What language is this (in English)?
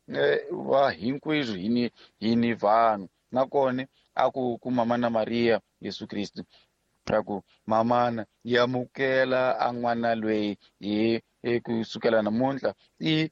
Tsonga